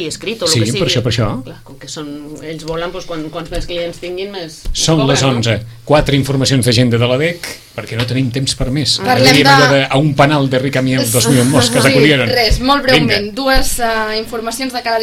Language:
Catalan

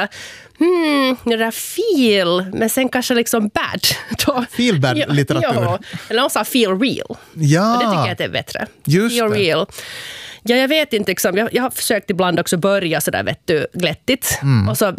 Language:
Swedish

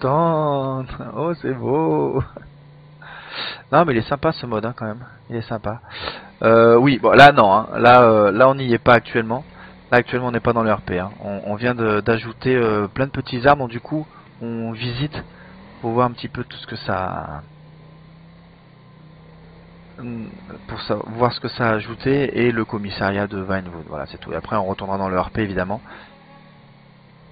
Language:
French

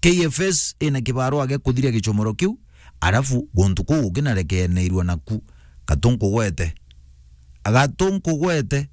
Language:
Meru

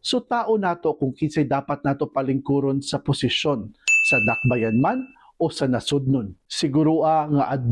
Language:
Cebuano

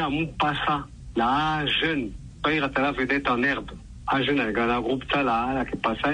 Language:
Sango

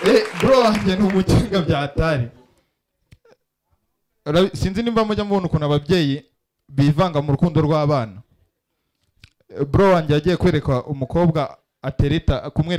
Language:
Kinyarwanda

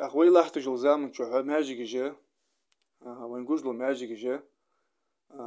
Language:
Ingush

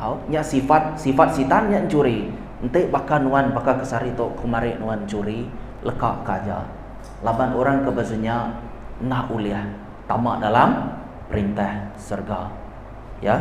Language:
Iban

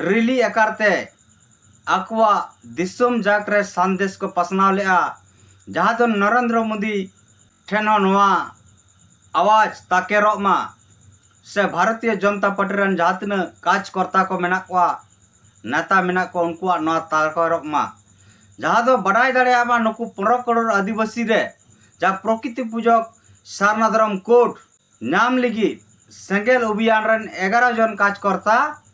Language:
Santali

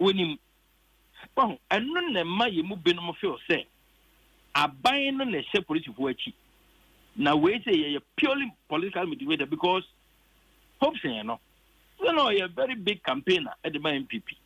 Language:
Akan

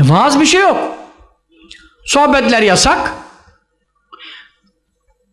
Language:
Turkish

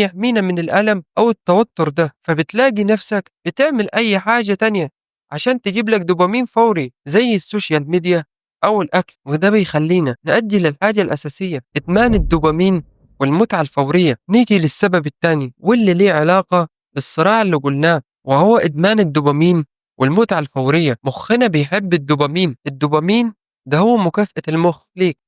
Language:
Egyptian Arabic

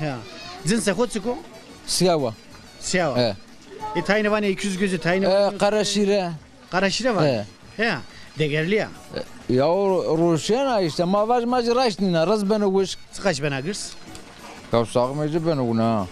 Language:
Zaza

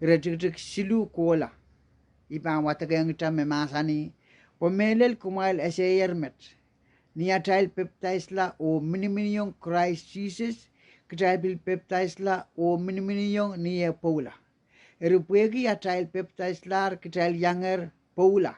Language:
Pohnpeian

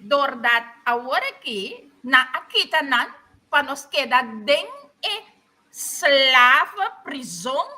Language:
Papiamento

